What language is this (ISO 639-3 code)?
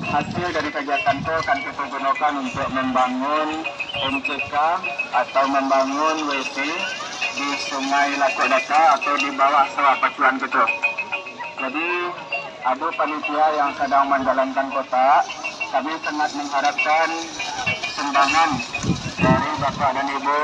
min